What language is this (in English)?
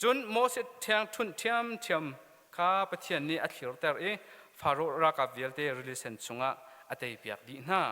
Hakha Chin